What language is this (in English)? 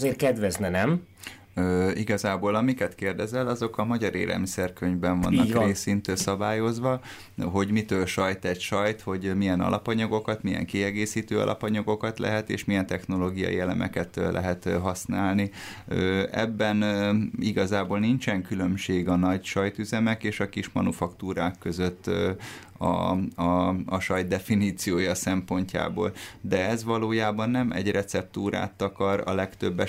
Hungarian